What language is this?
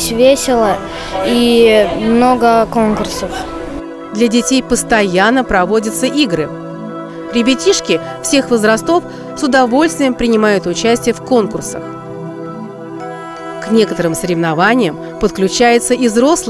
Russian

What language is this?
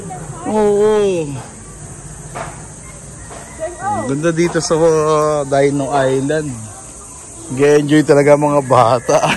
Filipino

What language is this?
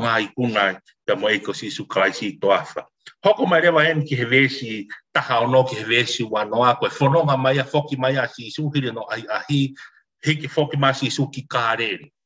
Tongan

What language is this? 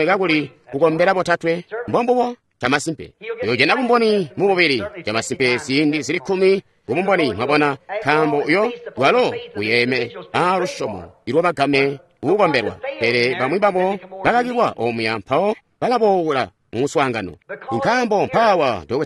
Tonga (Zambia)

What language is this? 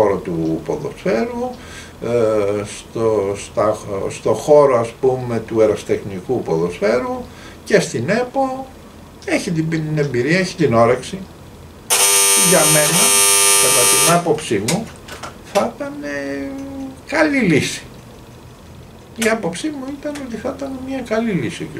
Greek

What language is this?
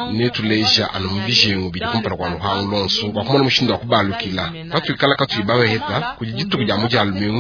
Luba-Lulua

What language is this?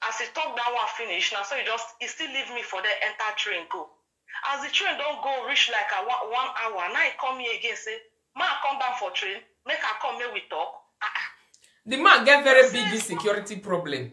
Nigerian Pidgin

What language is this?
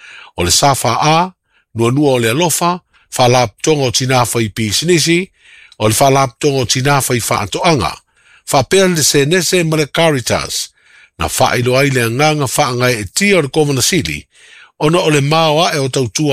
Samoan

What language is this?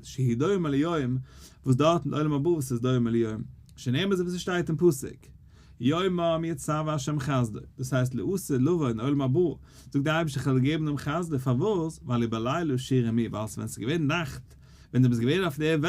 Yiddish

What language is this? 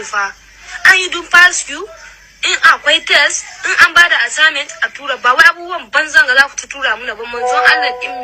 Hausa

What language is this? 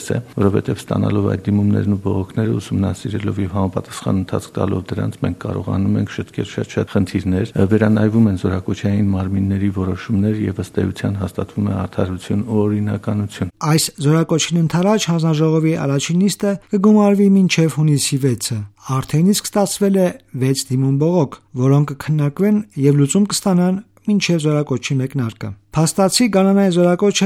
Armenian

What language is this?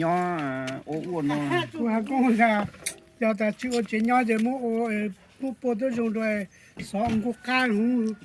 Hmong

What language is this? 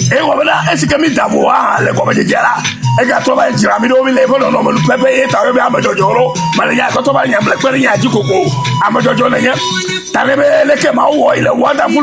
Ewe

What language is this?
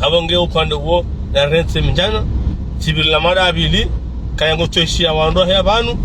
Ngazidja Comorian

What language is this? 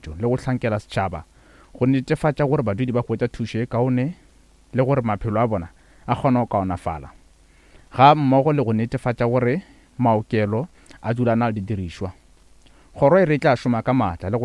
Northern Sotho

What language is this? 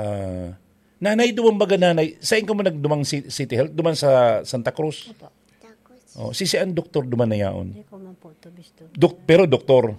Bikol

